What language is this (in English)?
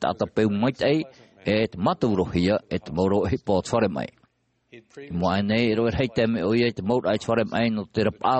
Tahitian